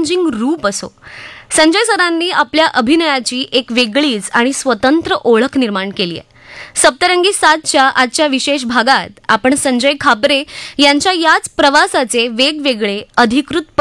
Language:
Marathi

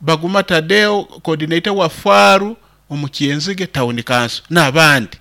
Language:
Nyoro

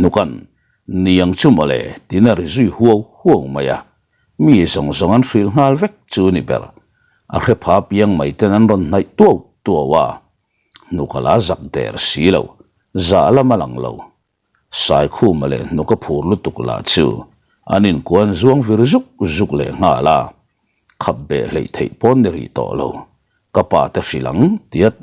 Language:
Mizo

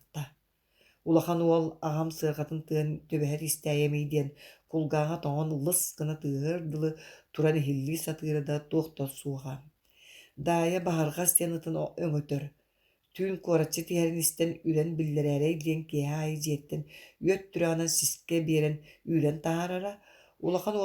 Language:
Yakut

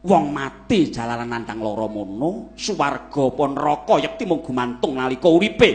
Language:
Javanese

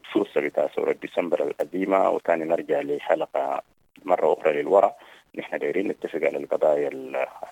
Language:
Sudanese Arabic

